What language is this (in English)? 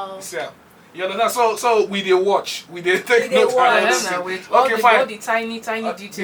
Nigerian Pidgin